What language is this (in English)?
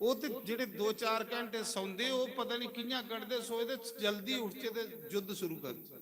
Dogri